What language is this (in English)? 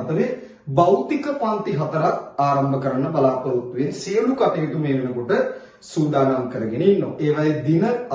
Sinhala